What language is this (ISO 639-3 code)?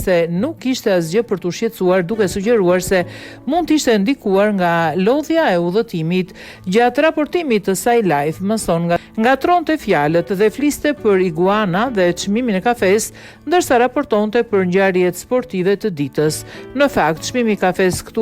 sqi